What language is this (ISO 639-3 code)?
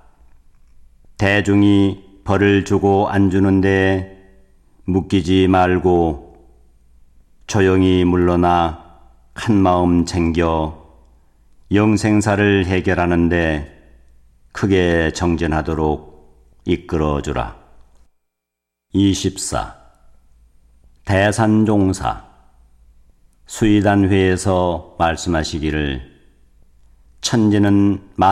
kor